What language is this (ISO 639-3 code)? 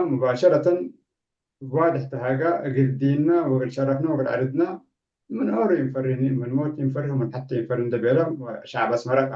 tig